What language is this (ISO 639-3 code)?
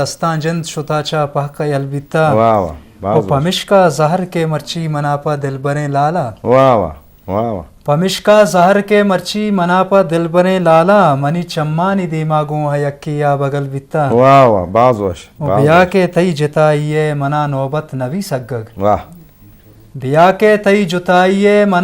bal